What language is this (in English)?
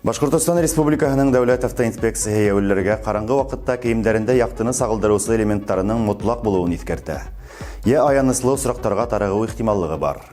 Bashkir